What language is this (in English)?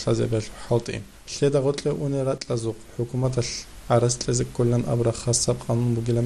Avaric